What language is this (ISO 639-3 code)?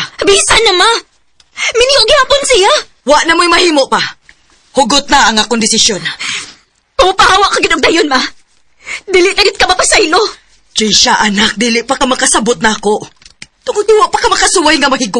ceb